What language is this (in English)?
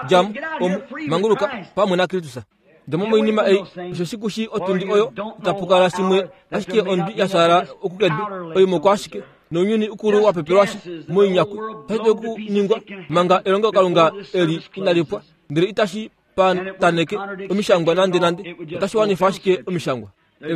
Kuanyama